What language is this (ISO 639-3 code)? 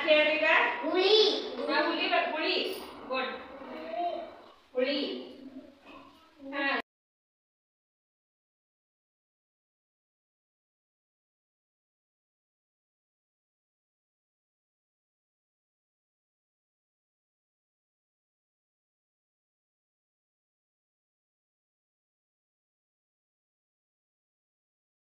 kan